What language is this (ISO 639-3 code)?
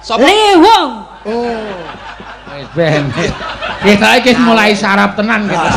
jav